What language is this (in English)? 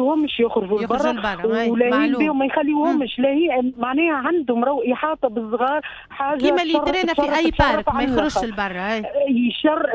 Tunisian Arabic